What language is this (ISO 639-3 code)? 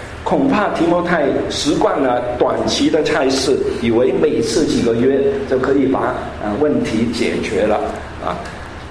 zho